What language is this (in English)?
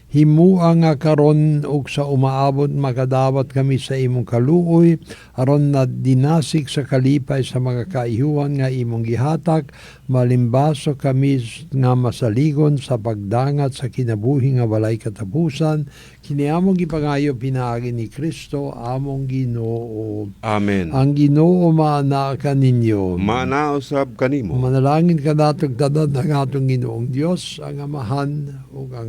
Cebuano